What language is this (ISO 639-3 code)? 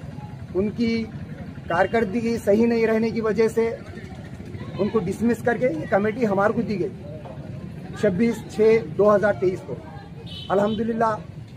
urd